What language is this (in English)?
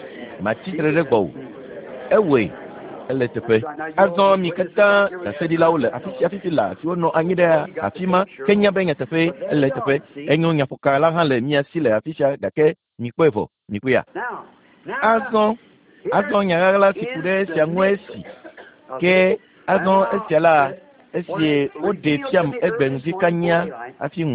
Ewe